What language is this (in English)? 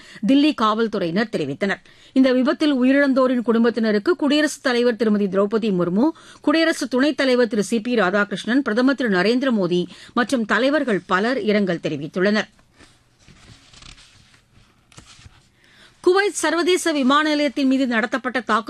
Tamil